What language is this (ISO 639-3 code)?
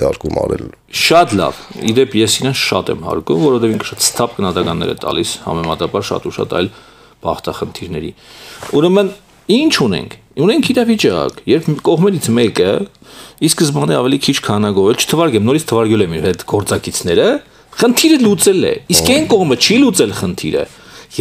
hye